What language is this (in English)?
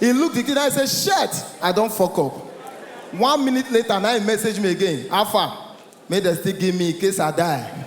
Nigerian Pidgin